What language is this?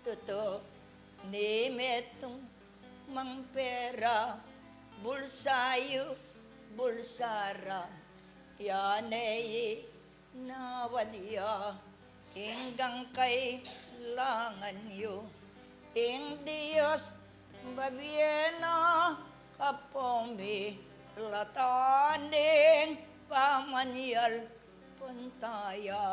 Pampanga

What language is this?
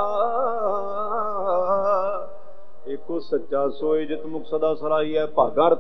Punjabi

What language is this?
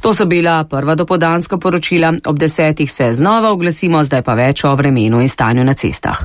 Slovenian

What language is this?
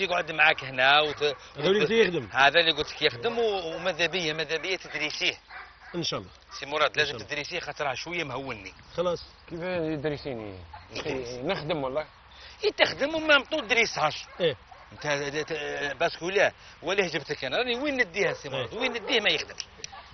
Algerian Arabic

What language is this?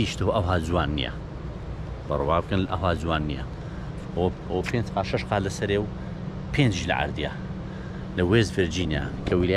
Central Kurdish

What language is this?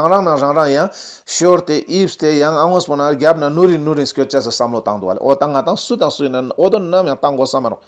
Ladakhi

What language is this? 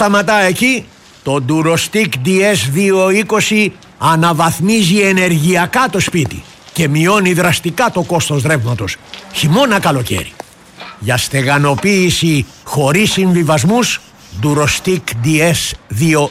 Greek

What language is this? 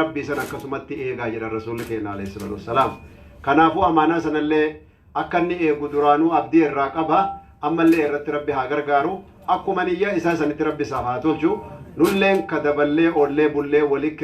Oromo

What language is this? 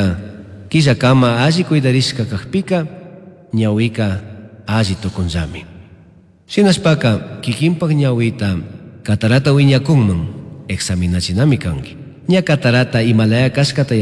Chimborazo Highland Quichua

